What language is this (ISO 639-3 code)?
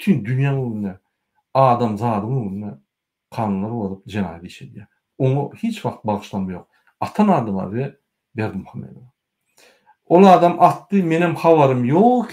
tuk